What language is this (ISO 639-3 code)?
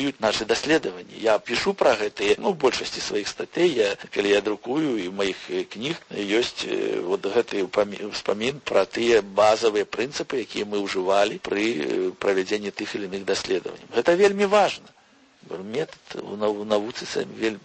bel